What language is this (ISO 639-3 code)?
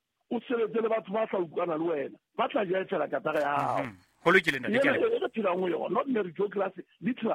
sot